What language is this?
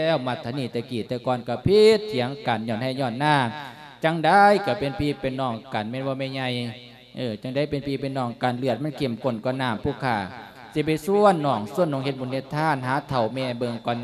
Lao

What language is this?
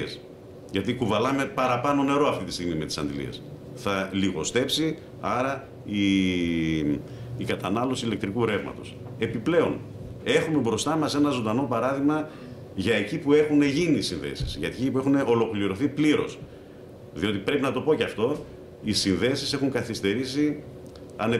Greek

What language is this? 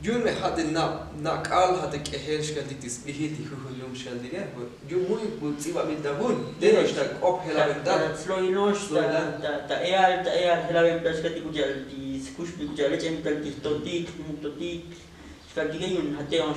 Tzotzil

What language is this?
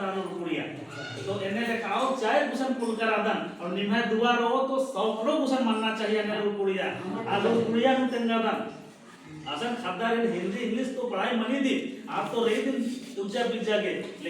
Kurukh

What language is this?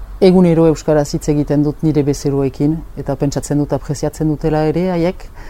Basque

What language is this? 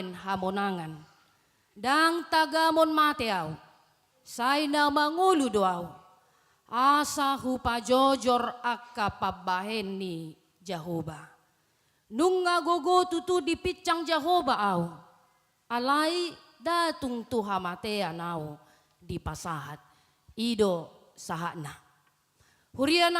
Batak Toba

